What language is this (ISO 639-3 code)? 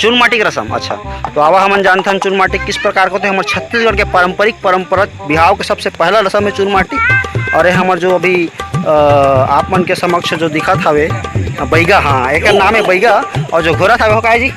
hne